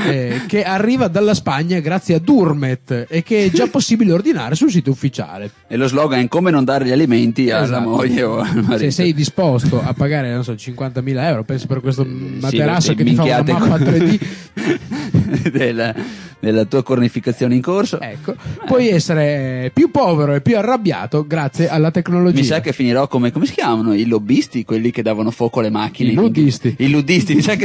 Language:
Italian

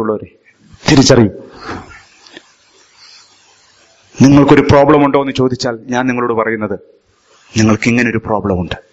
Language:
Malayalam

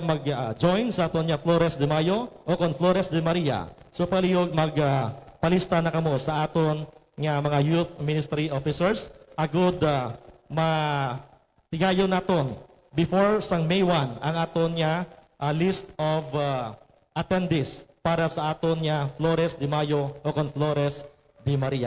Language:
Hiligaynon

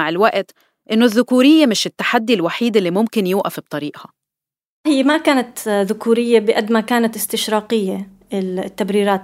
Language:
North Levantine Arabic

